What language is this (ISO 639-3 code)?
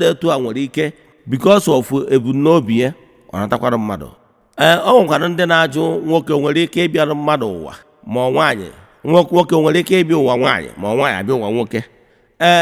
ibo